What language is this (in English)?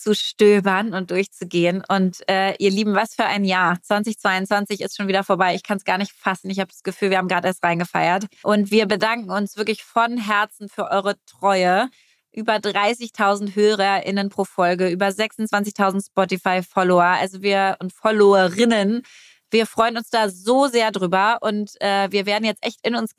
German